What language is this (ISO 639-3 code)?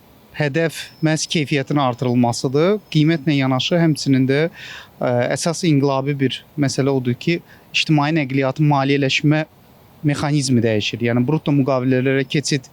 aze